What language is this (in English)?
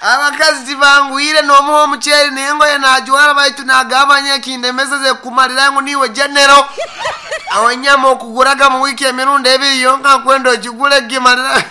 Nyankole